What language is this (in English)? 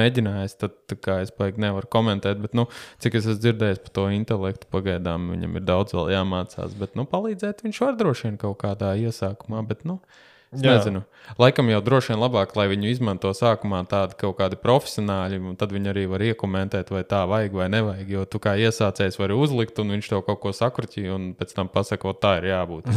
Latvian